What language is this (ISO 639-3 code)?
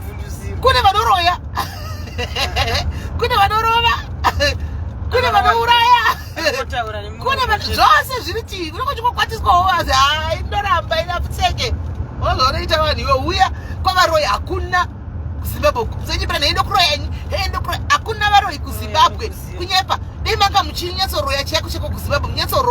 sna